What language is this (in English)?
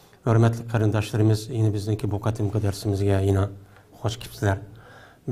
Uyghur